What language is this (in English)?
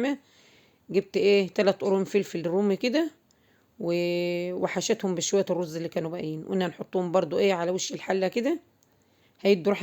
Egyptian Arabic